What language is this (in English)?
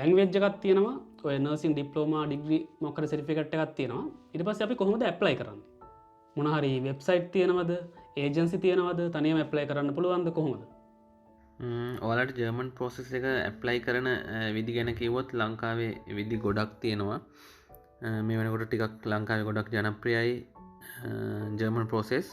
Sinhala